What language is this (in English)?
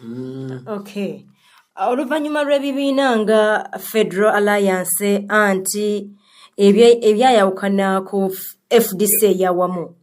Ganda